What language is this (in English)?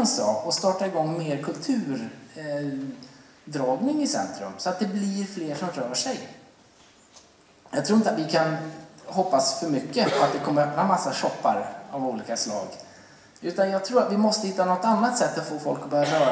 Swedish